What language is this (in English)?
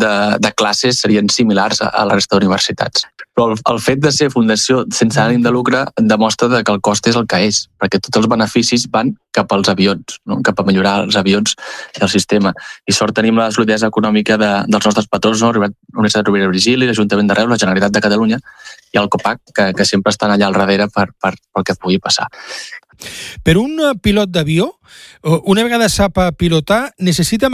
Catalan